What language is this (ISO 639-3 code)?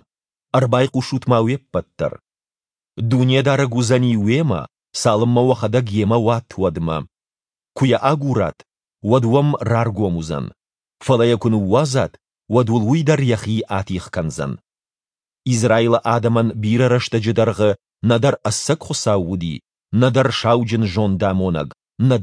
oss